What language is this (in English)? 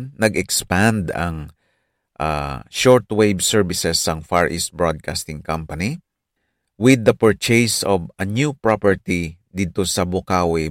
Hiligaynon